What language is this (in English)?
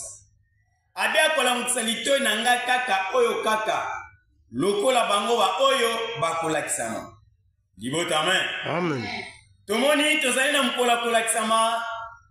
Lingala